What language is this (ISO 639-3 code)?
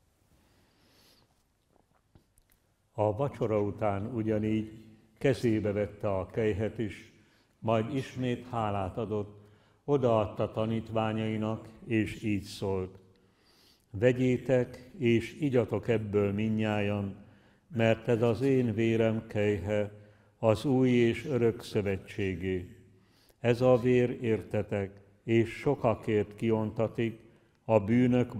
hun